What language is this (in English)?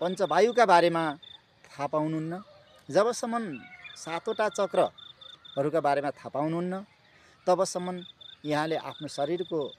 Nepali